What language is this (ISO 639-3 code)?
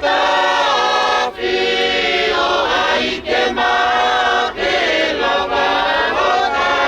ton